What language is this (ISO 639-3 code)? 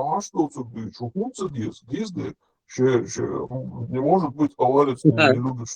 che